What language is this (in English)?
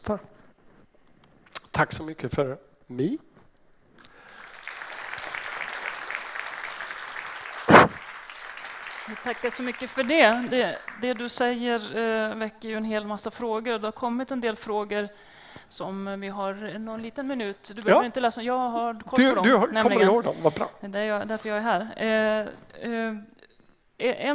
Swedish